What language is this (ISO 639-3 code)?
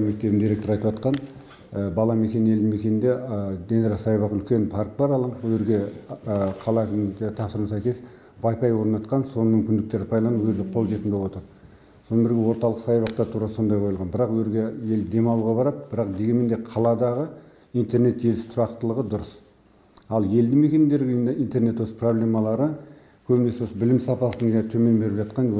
kaz